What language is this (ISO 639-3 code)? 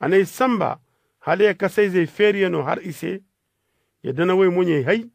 dje